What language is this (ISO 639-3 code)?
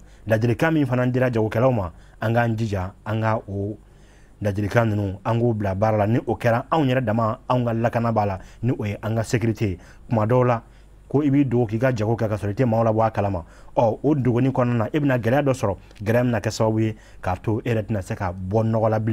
bam